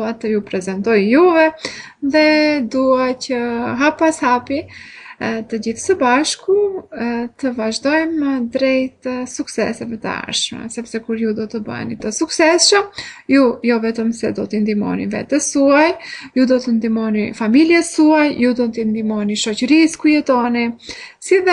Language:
Albanian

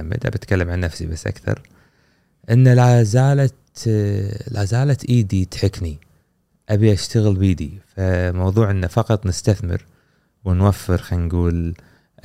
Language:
Gulf Arabic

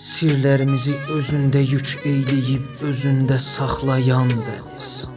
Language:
South Azerbaijani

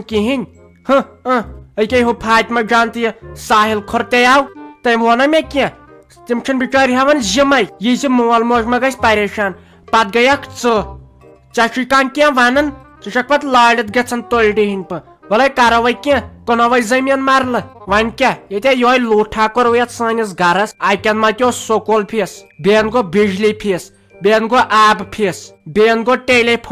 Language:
Kashmiri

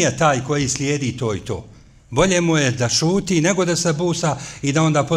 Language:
Bosnian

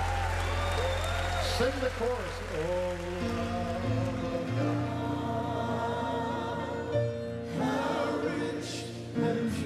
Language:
English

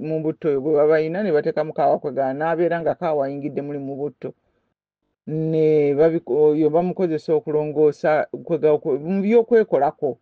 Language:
Ganda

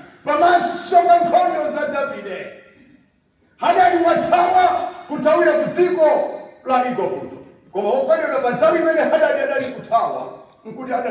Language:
Nyanja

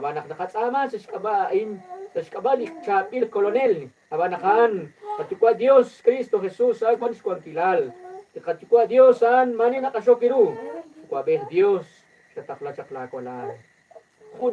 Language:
Kekchí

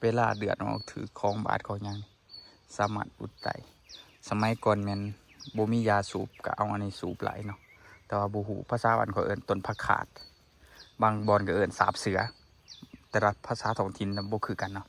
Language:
Lao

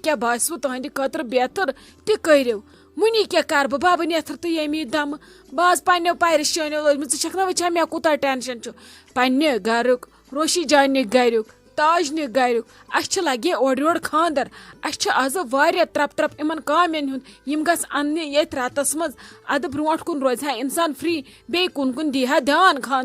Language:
Kashmiri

